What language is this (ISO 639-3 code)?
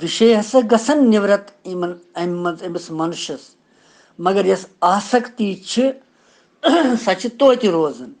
kas